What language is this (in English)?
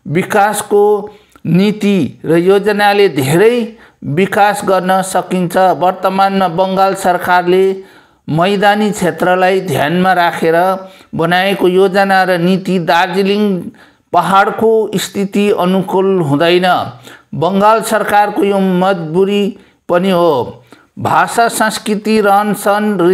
Nepali